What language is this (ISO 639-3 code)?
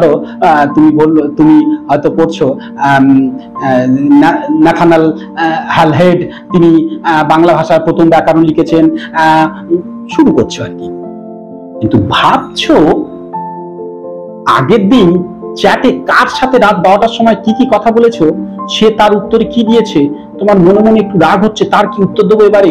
ben